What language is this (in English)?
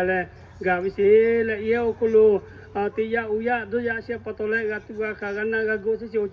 Lahu